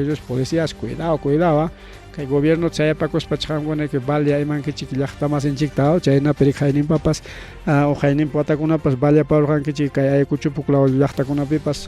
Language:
Ayacucho Quechua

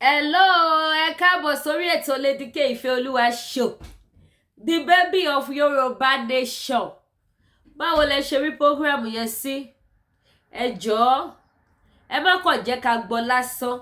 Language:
Yoruba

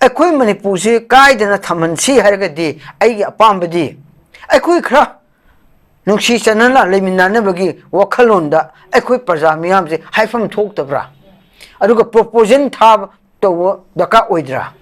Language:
Manipuri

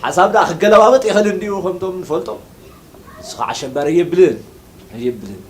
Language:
Tigrinya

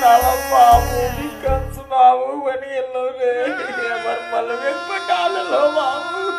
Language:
Magahi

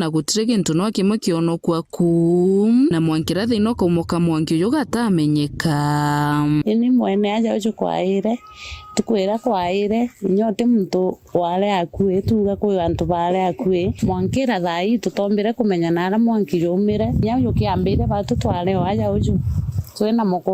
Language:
Meru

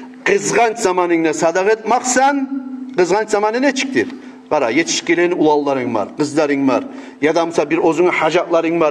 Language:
Kumyk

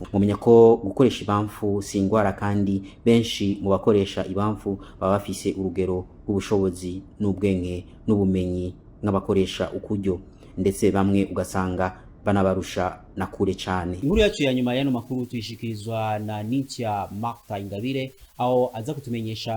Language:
Rundi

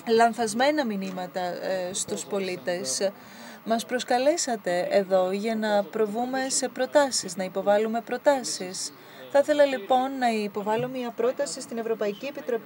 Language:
Greek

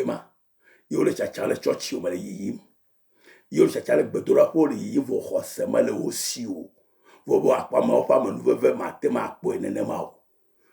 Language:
Ewe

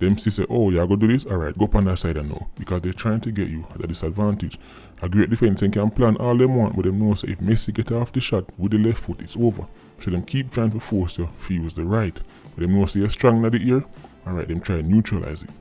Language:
Jamaican Creole English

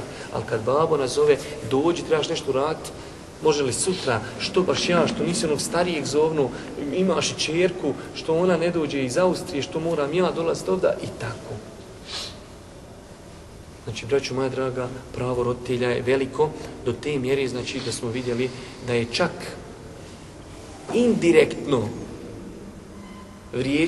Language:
Bosnian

